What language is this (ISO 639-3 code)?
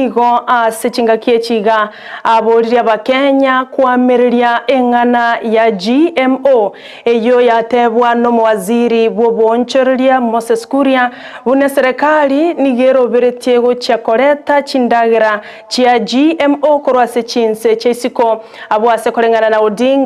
guz